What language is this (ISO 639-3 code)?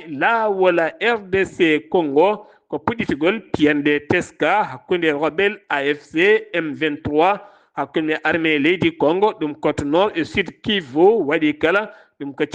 ful